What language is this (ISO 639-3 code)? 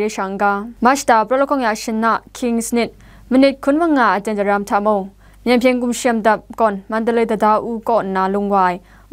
kac